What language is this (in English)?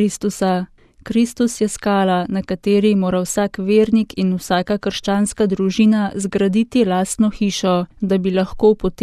Slovenian